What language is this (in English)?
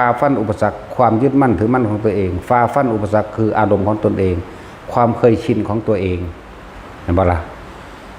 Northeastern Thai